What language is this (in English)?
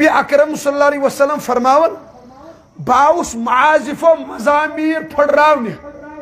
Kashmiri